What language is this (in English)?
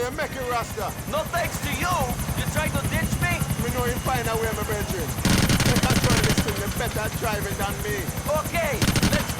Bavarian